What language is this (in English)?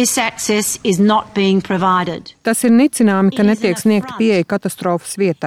Latvian